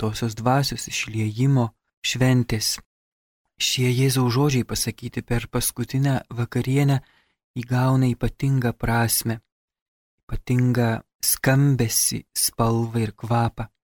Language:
Lithuanian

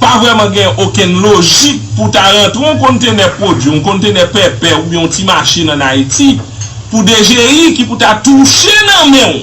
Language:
Haitian Creole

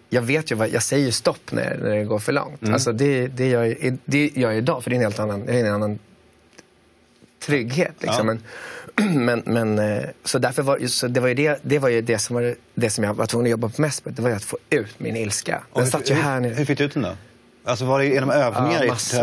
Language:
Swedish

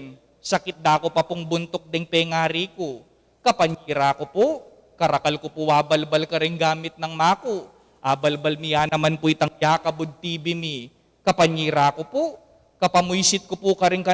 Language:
Pampanga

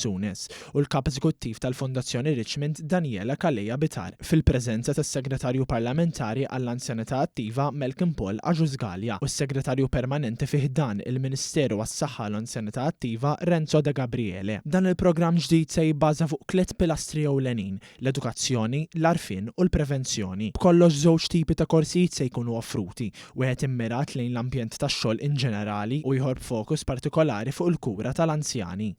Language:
Maltese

